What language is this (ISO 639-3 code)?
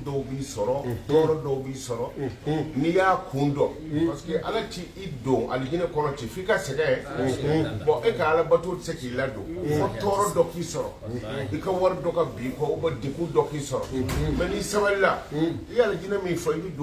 bam